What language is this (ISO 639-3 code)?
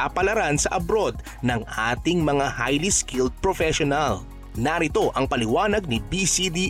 fil